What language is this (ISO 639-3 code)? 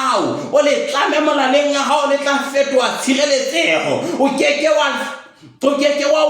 sot